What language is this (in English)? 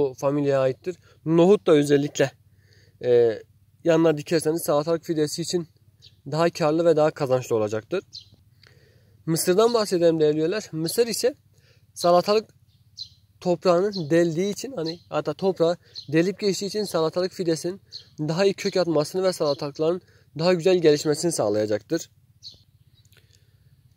Turkish